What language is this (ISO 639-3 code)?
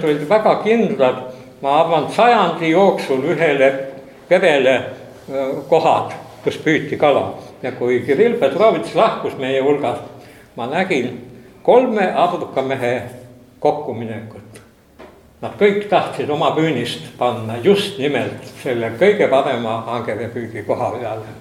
est